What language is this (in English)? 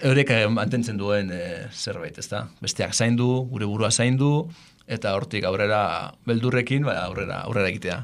Basque